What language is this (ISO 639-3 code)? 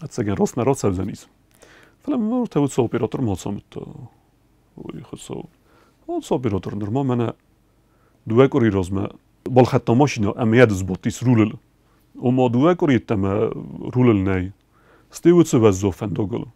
oss